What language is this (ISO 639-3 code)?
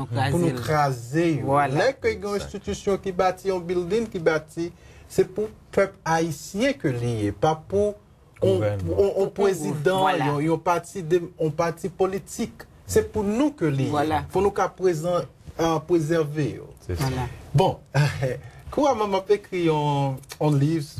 hat